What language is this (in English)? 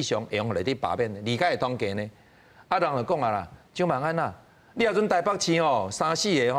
Min Nan Chinese